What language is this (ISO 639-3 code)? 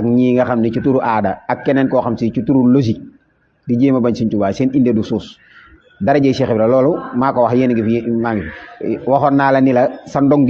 wol